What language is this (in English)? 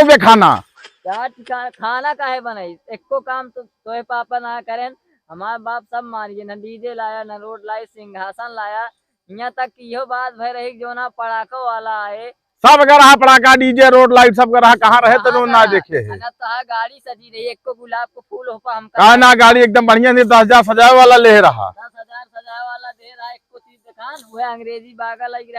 Awadhi